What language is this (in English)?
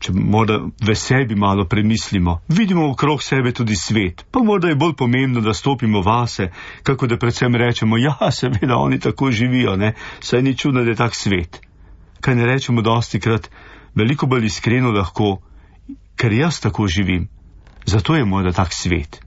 Slovenian